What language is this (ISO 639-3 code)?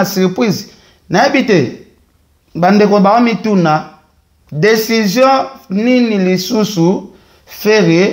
lin